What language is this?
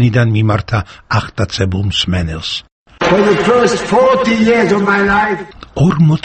Georgian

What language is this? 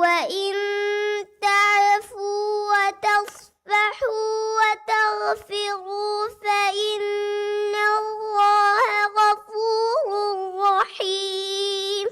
Divehi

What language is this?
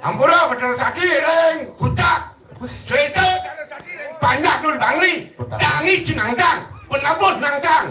Balinese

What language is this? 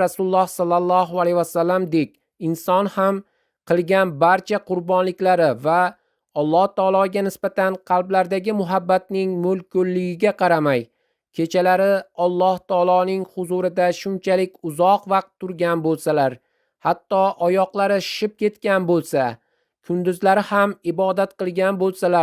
Uzbek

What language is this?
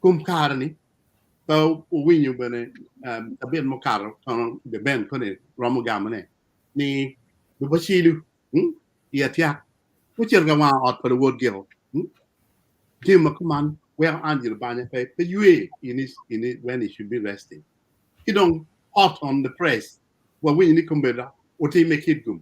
Acoli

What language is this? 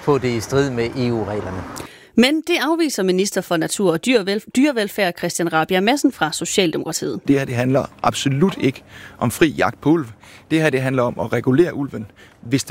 Danish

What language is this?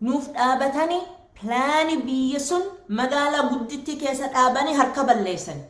Oromo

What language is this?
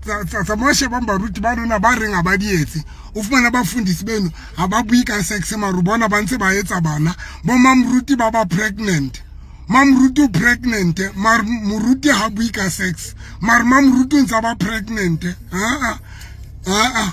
Southern Sotho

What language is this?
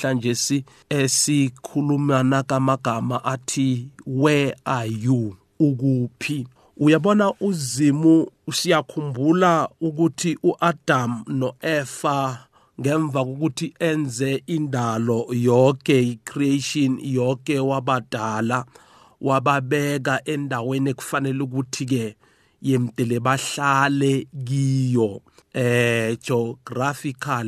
South Ndebele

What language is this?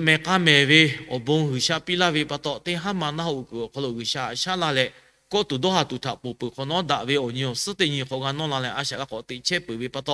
Lahu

